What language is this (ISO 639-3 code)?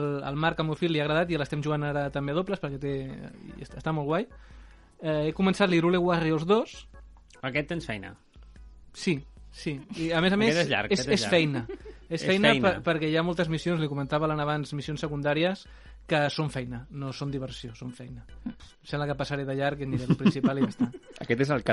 cat